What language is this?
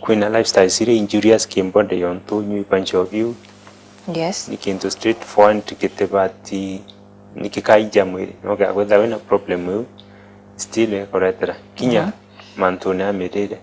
Meru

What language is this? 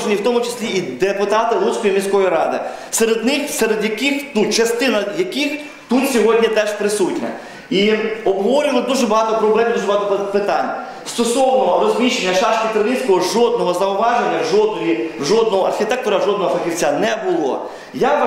Ukrainian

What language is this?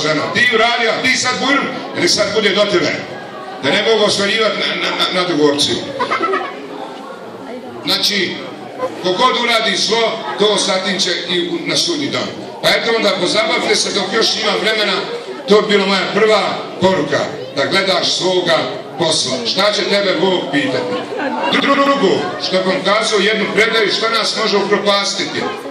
Bosnian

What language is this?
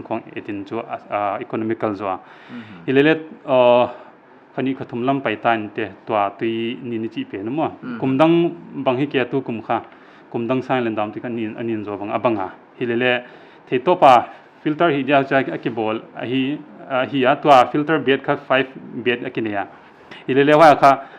Paite Chin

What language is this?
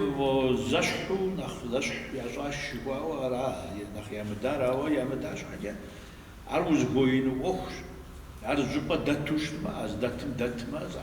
Kabardian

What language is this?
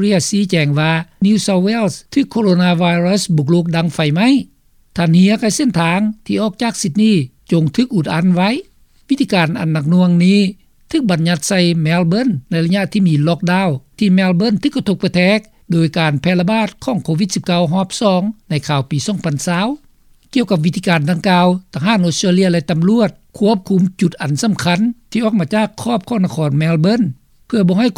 Lao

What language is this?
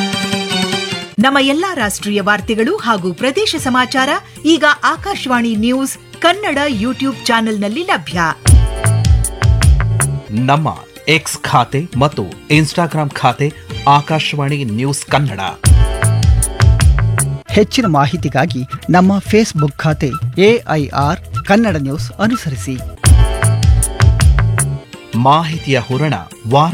Kannada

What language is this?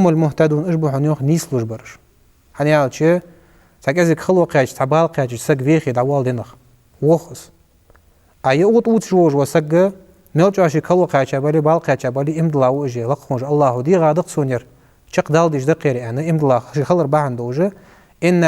Ingush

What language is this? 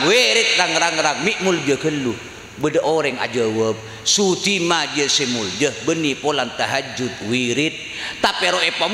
Madurese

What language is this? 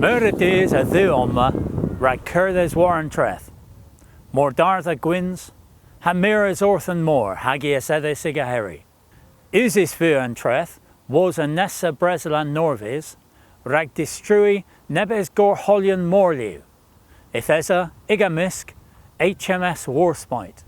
Cornish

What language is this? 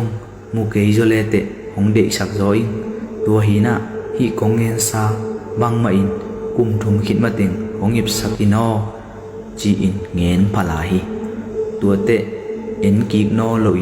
Tedim Chin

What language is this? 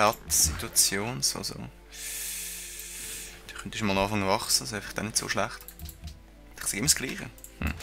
Swiss German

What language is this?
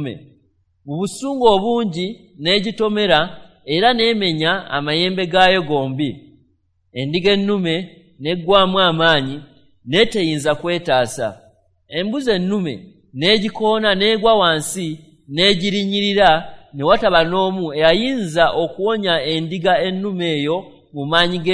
Ganda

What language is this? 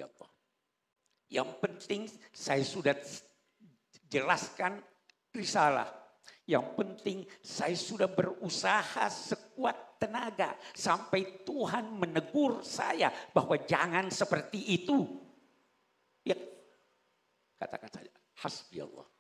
Indonesian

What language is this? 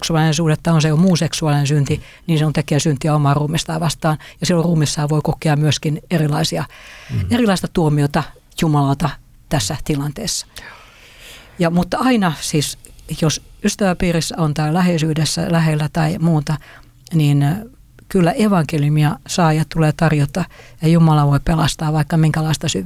Finnish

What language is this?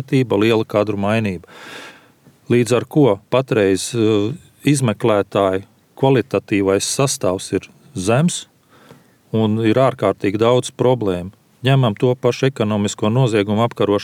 Latvian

